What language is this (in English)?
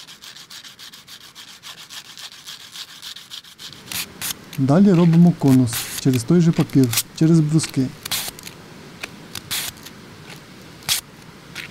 Ukrainian